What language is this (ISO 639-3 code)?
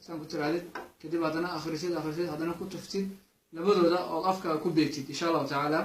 som